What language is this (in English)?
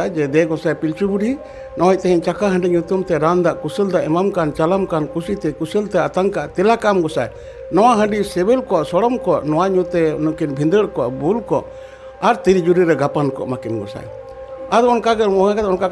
Santali